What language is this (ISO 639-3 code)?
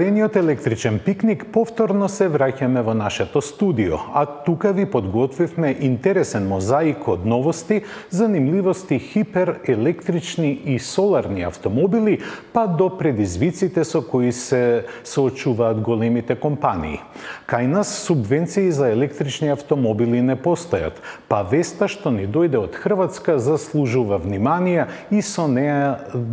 mkd